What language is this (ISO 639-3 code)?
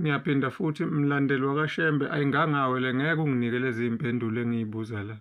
zul